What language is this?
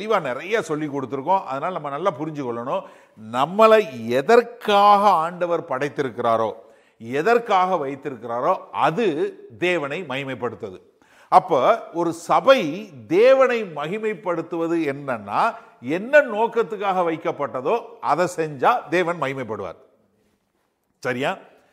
Tamil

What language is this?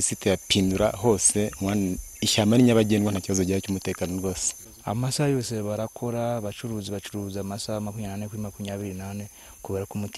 Kinyarwanda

